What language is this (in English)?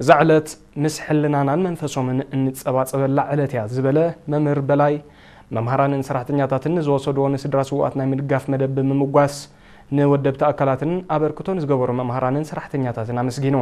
Tigrinya